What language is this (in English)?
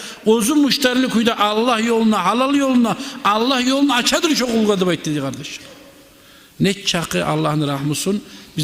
Kumyk